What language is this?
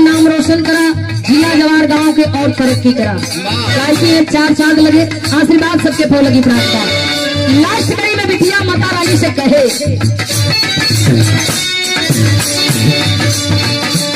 Bhojpuri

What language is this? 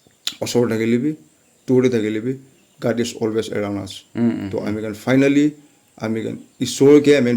Naga Pidgin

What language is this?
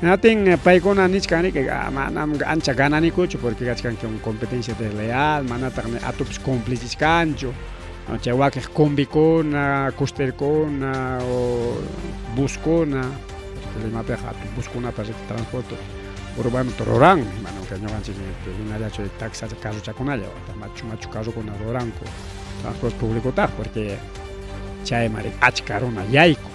Ayacucho Quechua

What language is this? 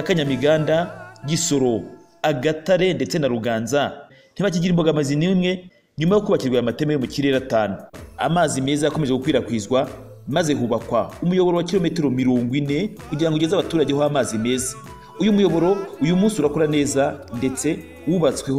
Kinyarwanda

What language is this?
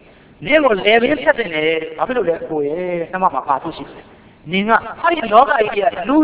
Burmese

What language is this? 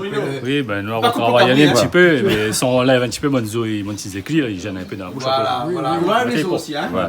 Réunion Creole French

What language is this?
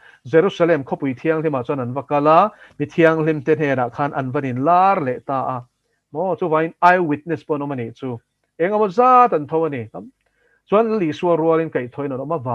Mizo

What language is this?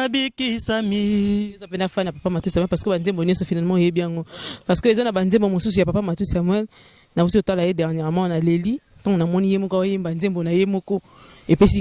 Lingala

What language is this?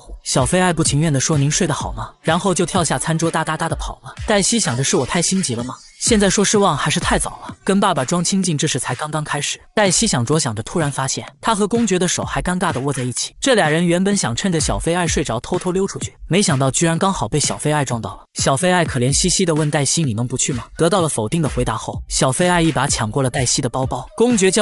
Chinese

